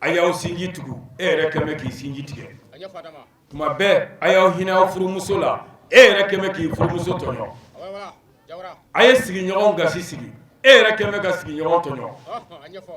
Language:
Bambara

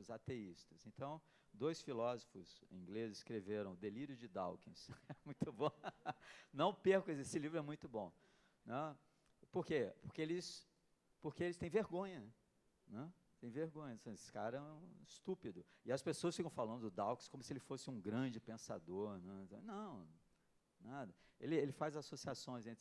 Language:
Portuguese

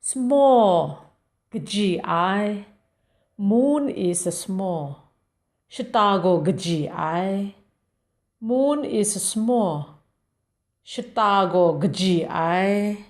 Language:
Kachin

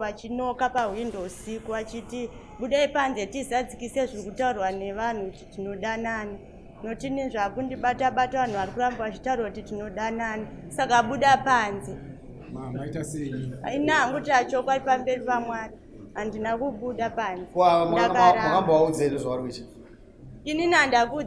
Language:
Shona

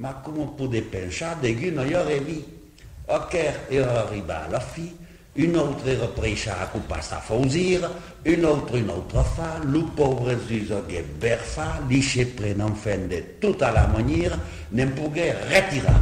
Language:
Occitan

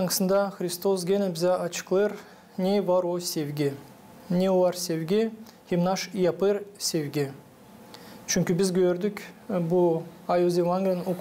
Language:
Gagauz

